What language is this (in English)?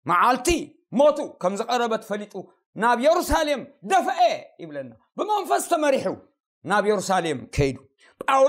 Tigrinya